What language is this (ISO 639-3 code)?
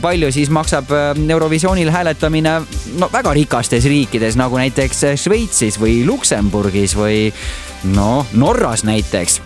est